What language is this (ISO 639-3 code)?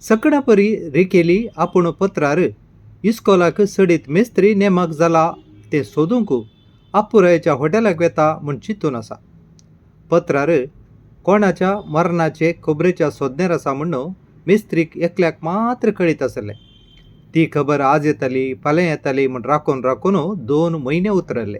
kok